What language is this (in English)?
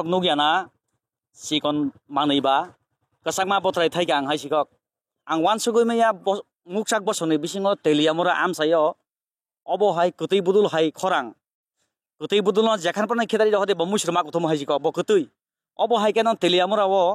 Kok Borok